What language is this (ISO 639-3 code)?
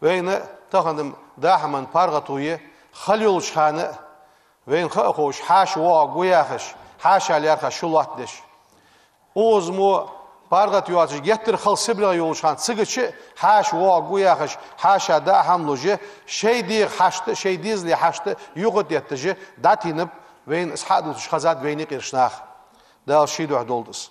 inh